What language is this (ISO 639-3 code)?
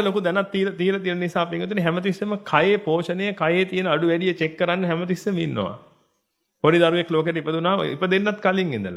sin